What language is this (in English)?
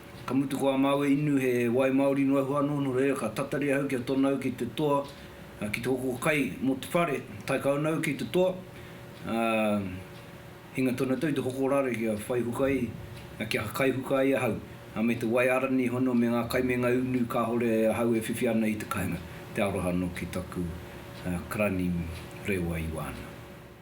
Māori